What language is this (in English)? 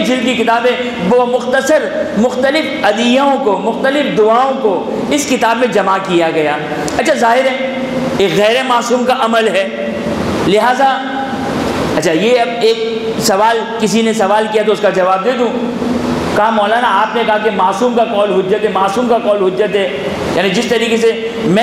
Urdu